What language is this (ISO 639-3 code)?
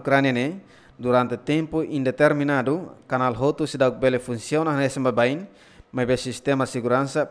tet